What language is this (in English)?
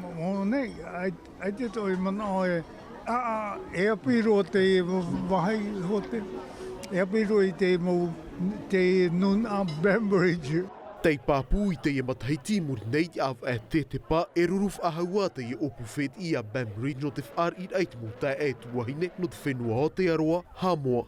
Tahitian